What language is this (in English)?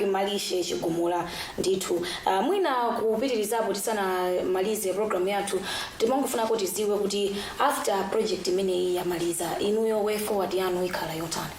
Nyanja